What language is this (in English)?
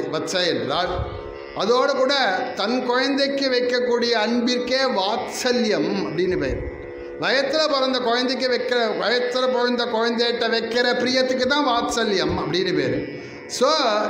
Tamil